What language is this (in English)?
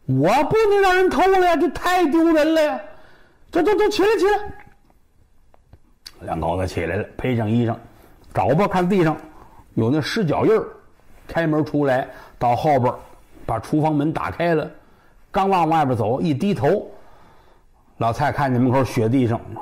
Chinese